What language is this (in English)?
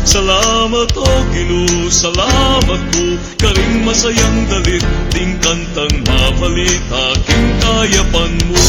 Pampanga